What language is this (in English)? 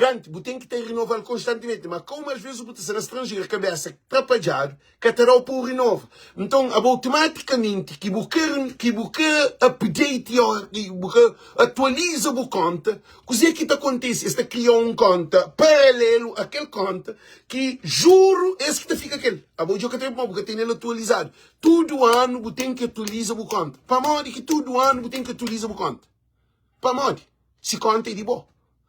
Kabuverdianu